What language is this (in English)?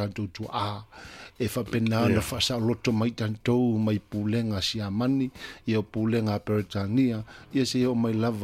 Samoan